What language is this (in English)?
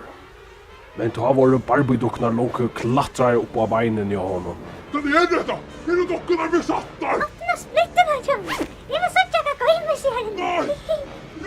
Faroese